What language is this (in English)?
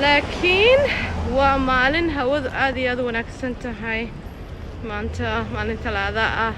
Somali